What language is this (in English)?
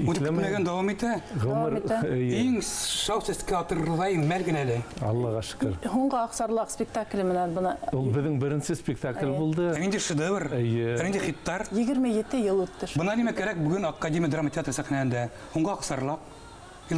Bashkir